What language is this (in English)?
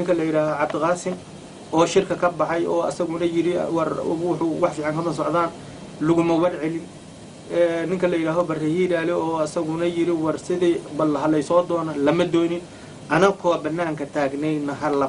Somali